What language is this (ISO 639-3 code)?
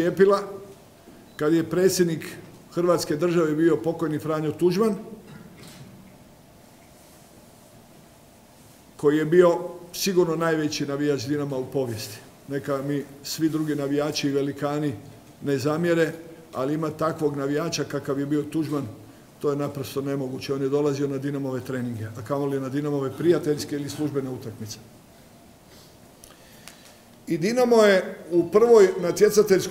hrv